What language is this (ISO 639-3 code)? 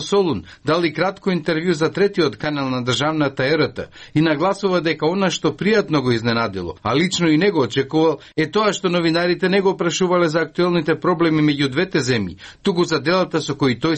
mkd